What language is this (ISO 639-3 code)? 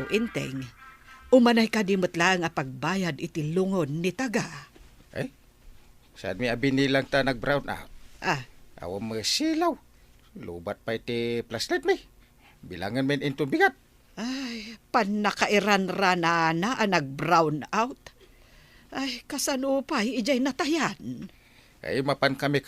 ilo